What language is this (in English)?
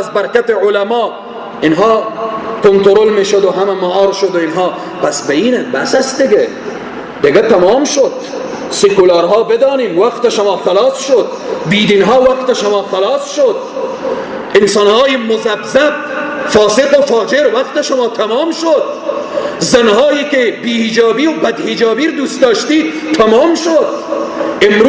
Persian